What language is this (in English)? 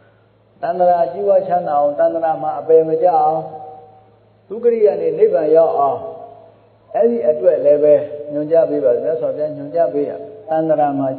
Burmese